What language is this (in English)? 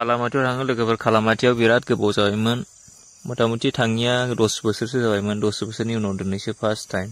Bodo